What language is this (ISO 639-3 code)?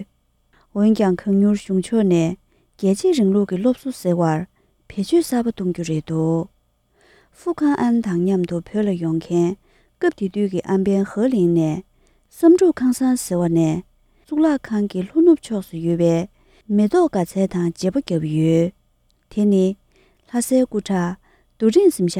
bod